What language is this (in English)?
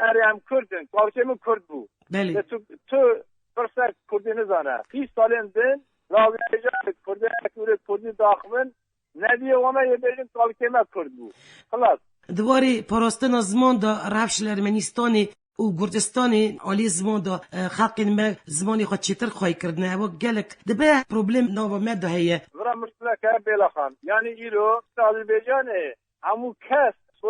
Kurdish